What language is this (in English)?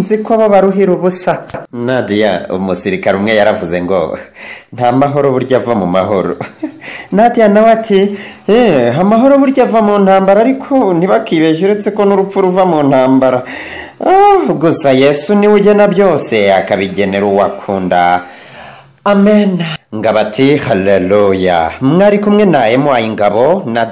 Kinyarwanda